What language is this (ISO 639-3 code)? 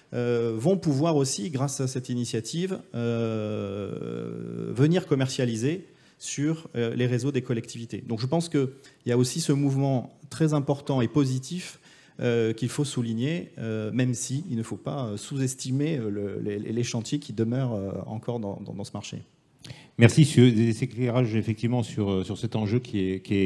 fra